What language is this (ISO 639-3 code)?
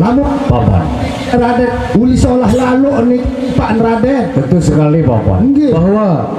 sas